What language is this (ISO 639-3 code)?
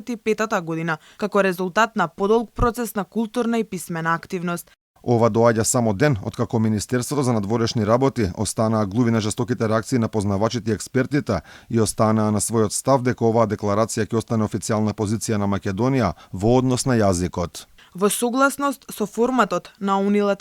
mkd